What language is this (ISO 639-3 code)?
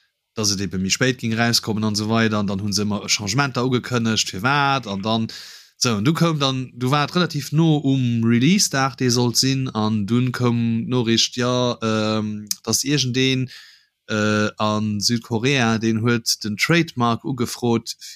ltz